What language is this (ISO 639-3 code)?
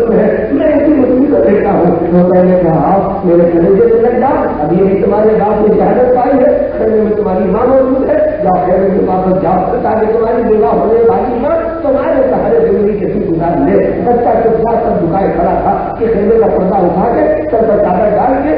urd